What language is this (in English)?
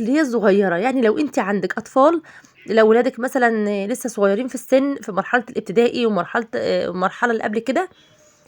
Egyptian Arabic